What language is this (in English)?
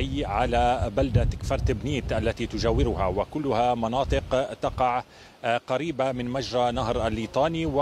Arabic